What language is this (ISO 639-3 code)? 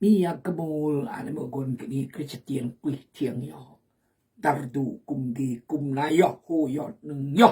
kjg